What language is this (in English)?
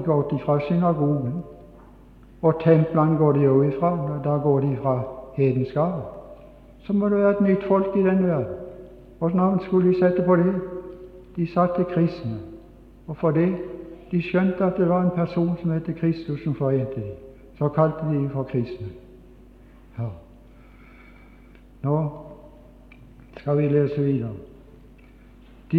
Norwegian